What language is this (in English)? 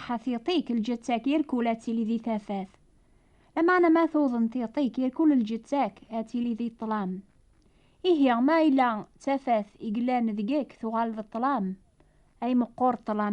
Kabyle